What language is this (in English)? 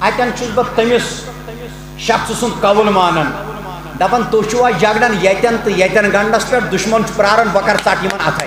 Kashmiri